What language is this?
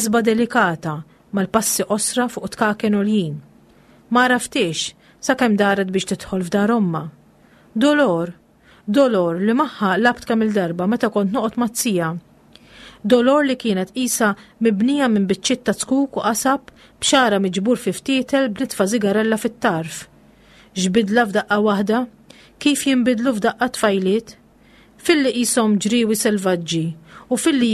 Maltese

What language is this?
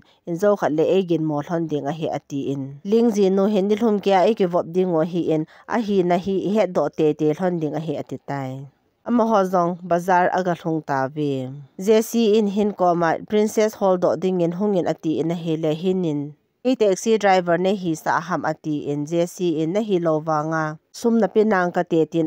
Thado Chin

